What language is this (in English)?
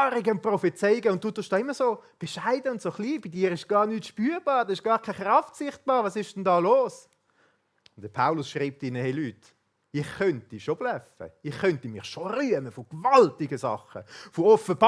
Swiss German